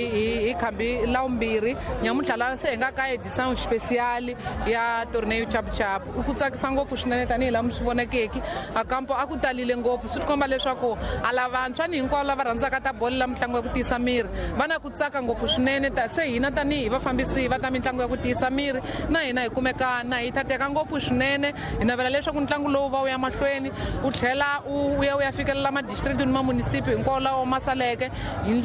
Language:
Tsonga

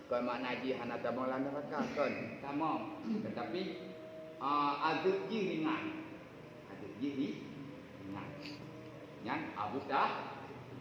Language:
Achinese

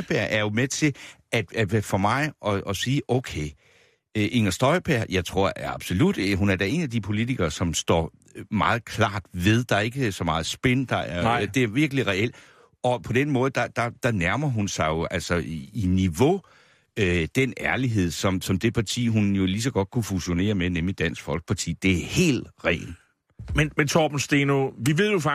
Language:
Danish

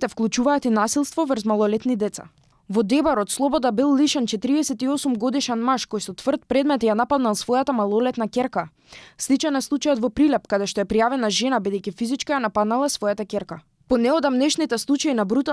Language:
Macedonian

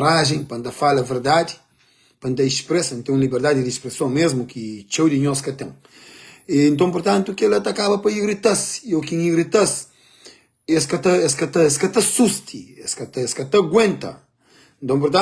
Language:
Kabuverdianu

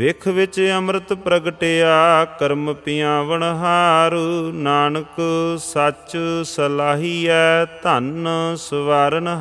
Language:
Punjabi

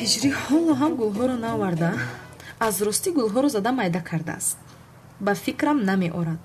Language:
Tajik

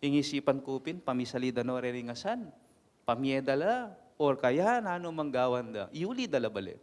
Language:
Pampanga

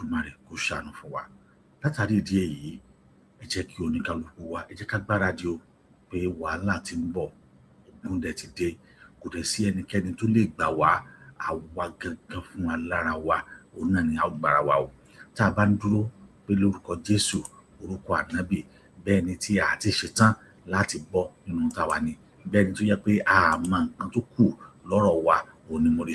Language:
Yoruba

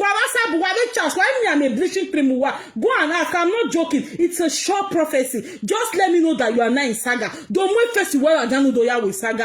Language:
Nigerian Pidgin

